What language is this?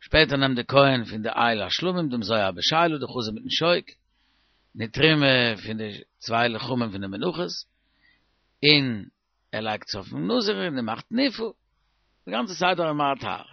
Yiddish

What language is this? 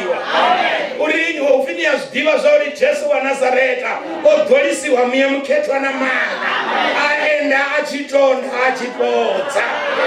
Venda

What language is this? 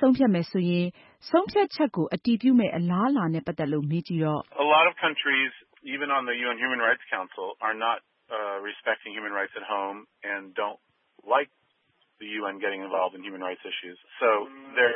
Burmese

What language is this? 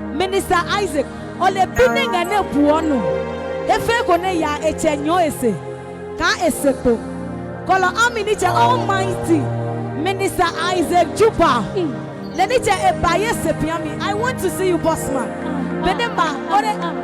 Adangme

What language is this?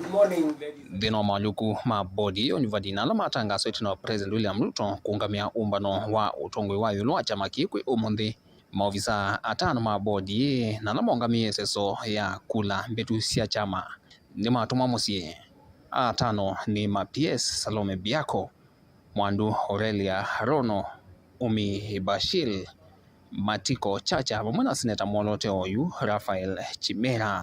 Kamba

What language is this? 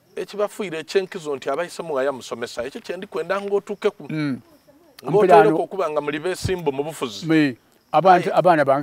Soga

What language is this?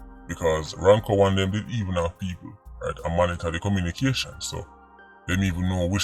Jamaican Creole English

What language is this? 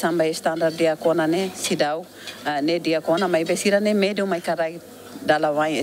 Tetum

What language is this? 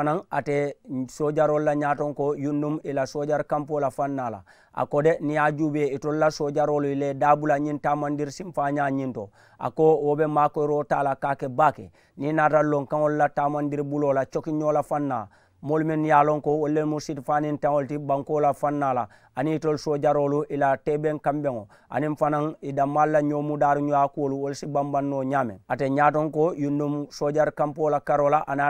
Mandingo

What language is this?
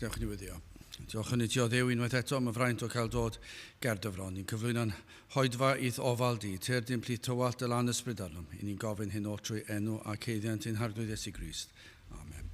Welsh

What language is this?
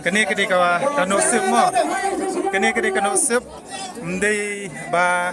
Khasi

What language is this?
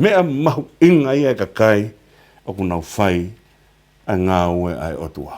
Tongan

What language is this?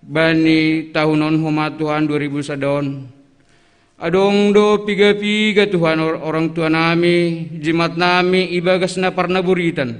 Batak Simalungun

